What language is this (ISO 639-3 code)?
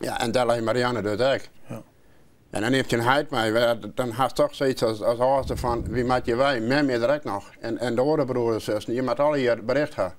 fry